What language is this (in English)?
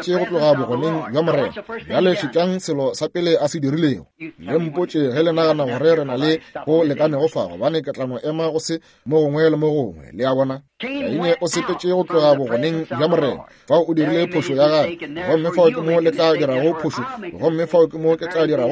Northern Sotho